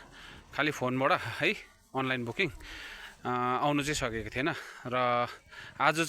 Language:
Nepali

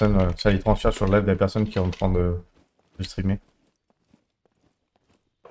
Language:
French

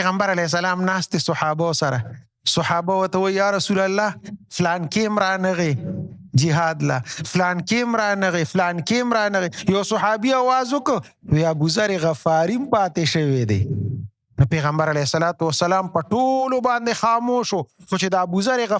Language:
Pashto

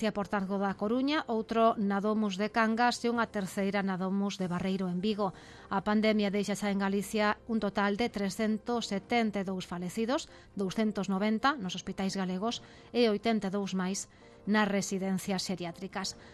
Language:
Galician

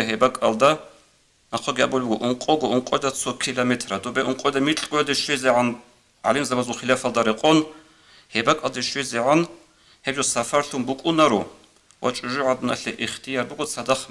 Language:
Avaric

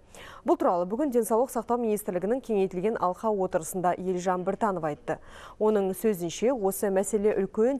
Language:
Kazakh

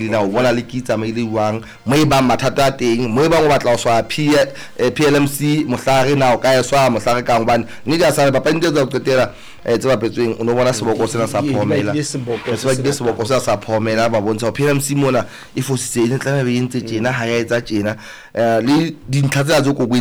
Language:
Southern Sotho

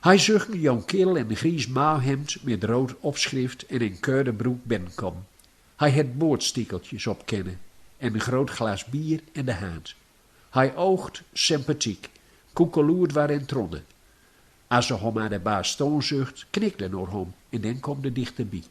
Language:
Gronings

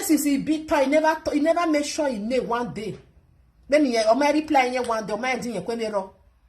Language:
Nigerian Pidgin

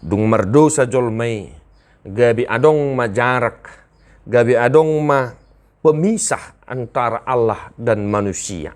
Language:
Batak Toba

